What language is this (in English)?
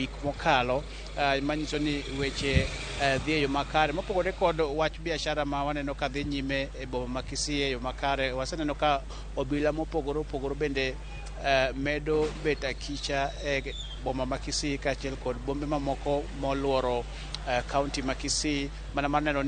Luo (Kenya and Tanzania)